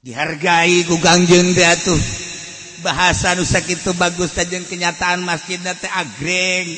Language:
Sundanese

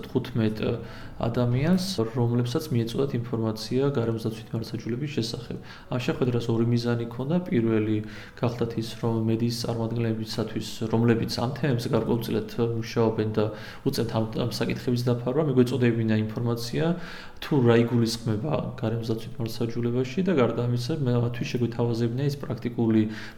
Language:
Georgian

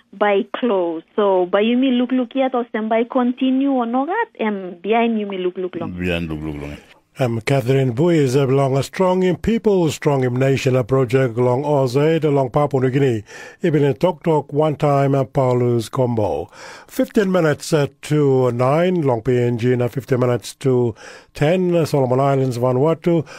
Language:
Tok Pisin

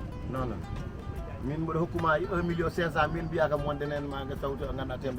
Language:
Fula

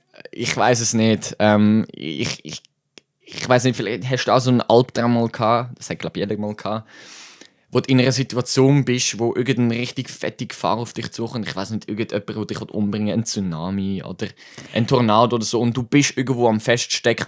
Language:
Swiss German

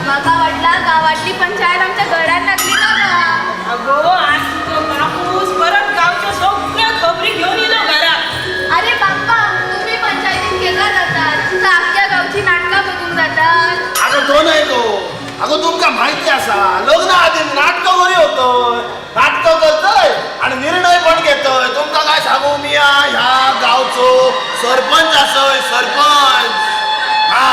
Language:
Konkani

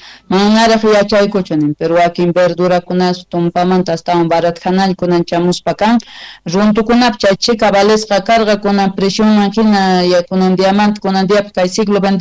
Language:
South Bolivian Quechua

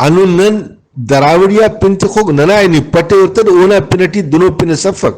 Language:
Brahui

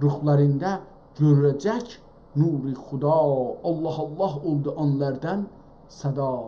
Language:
South Azerbaijani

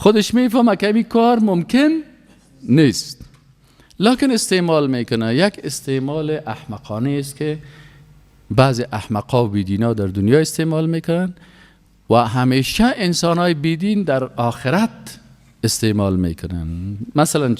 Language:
Persian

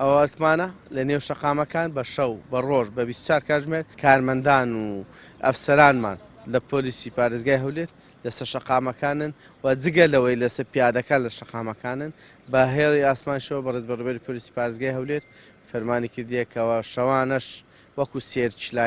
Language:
Central Kurdish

